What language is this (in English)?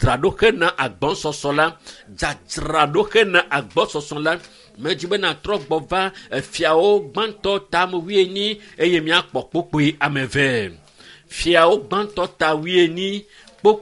Ewe